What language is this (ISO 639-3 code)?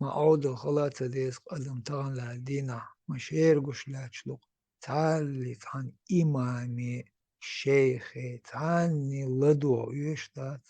che